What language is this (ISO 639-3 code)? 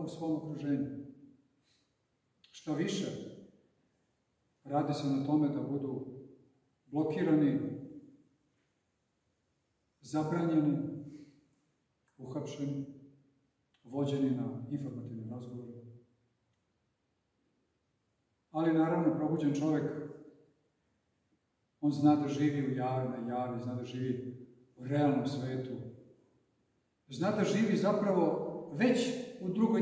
srp